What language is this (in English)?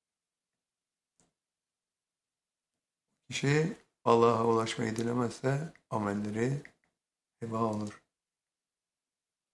Turkish